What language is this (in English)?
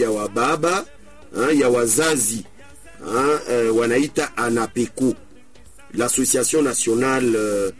Swahili